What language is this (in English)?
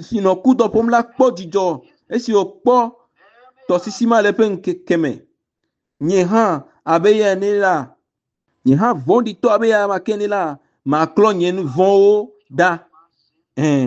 Ewe